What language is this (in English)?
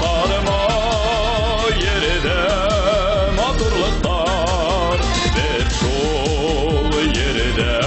Bashkir